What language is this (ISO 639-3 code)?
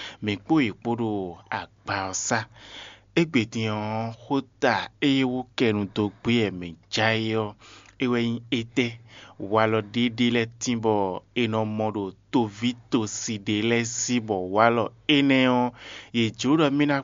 fon